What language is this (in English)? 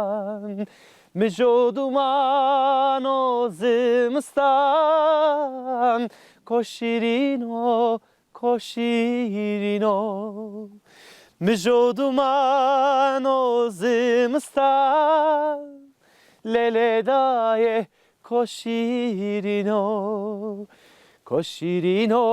Zaza